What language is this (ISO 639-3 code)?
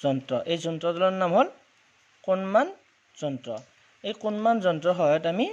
asm